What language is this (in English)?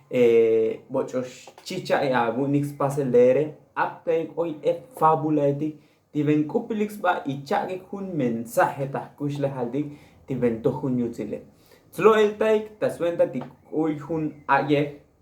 Tzotzil